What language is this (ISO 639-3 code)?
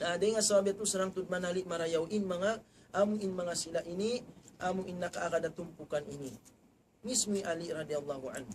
tsg